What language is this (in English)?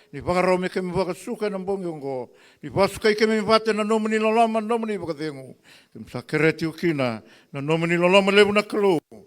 Fijian